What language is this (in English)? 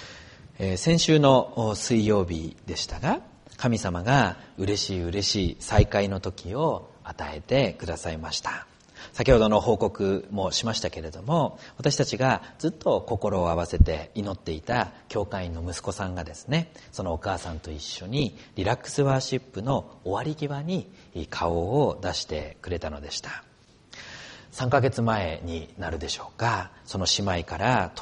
Japanese